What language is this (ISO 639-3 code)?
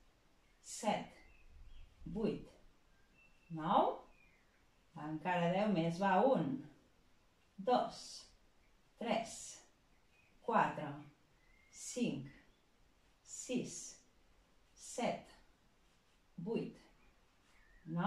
cat